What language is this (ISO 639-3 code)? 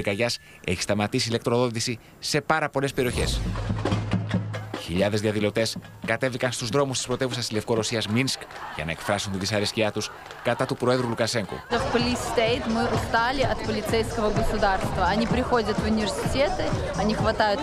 ell